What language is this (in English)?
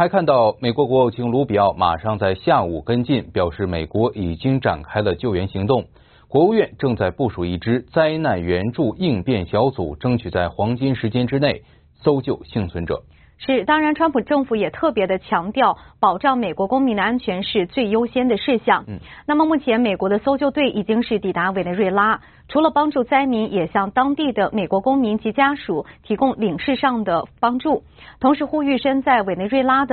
Chinese